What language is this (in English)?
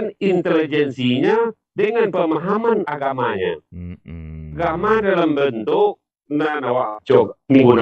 Minangkabau